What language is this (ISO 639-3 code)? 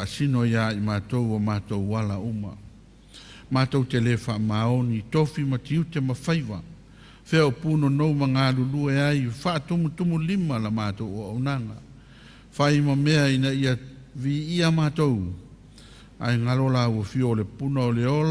smo